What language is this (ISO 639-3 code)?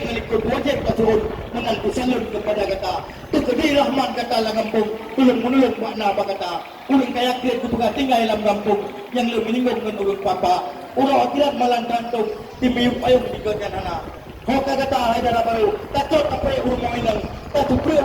ace